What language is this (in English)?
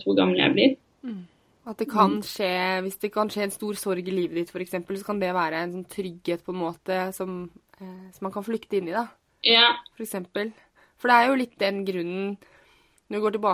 Norwegian